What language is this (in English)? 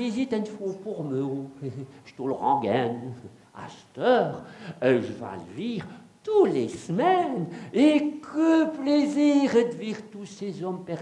Picard